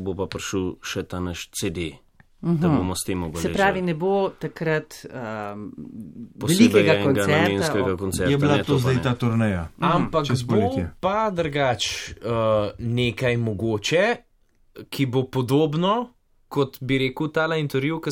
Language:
Slovenian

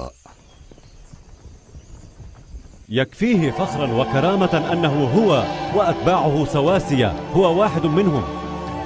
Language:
Arabic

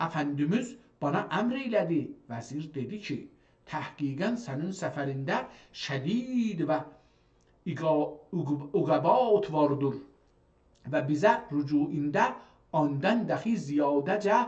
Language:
South Azerbaijani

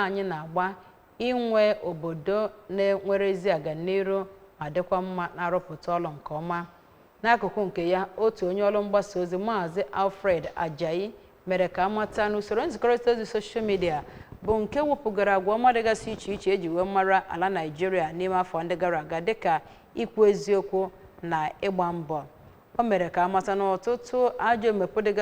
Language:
Igbo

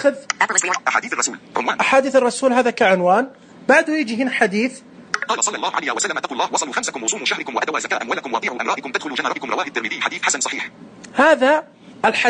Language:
Najdi Arabic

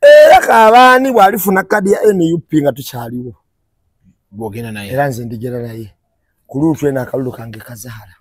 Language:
Ganda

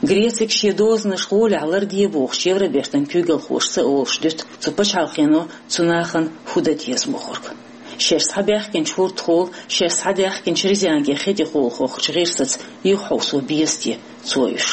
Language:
Chechen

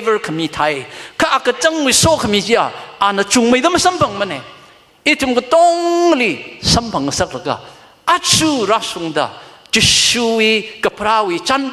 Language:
Tangkhul Naga (India)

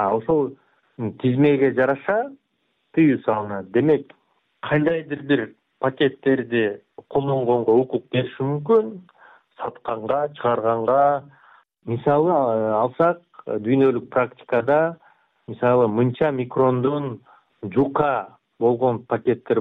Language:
Kyrgyz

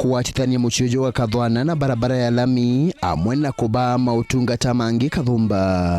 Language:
Meru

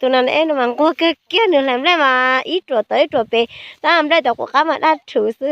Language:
Hmong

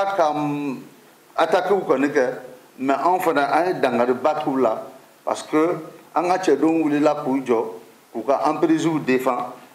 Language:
Bambara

